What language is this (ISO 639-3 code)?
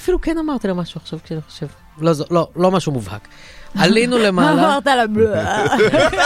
heb